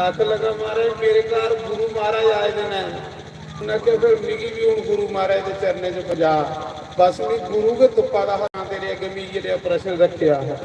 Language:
Dogri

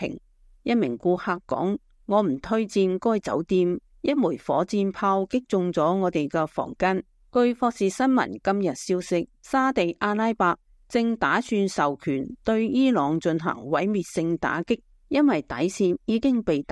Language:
Cantonese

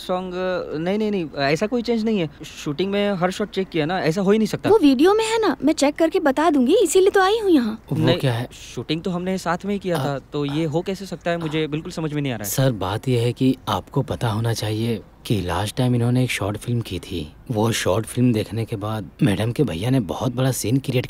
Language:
Hindi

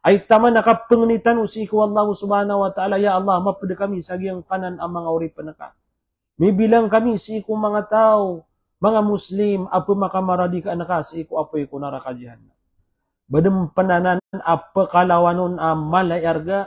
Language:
Maranao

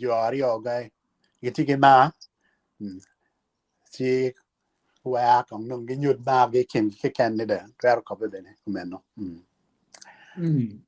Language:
Acoli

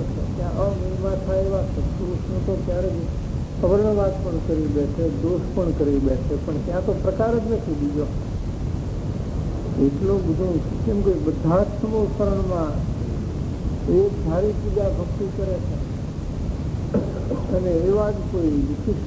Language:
Gujarati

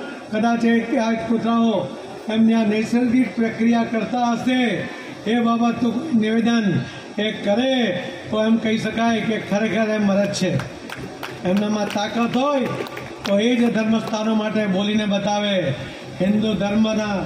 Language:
Gujarati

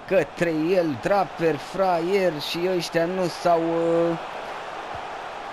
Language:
Romanian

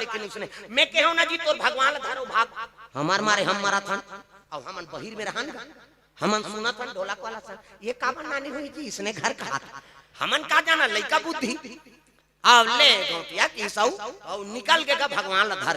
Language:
Chhattisgarhi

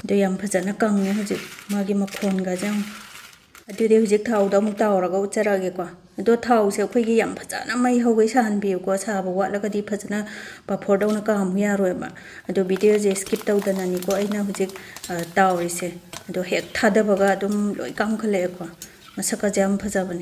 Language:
Manipuri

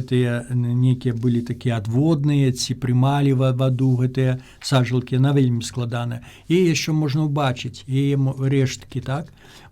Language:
Belarusian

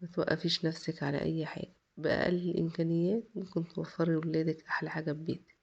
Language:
Egyptian Arabic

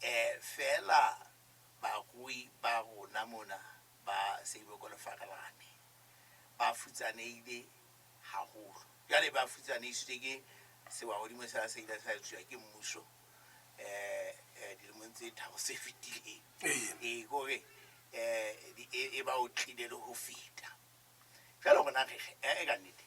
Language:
Southern Sotho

